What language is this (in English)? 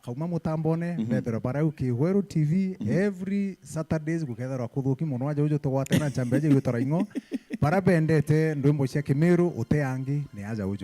Meru